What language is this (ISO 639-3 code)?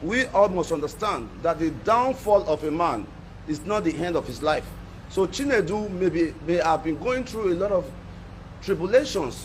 pcm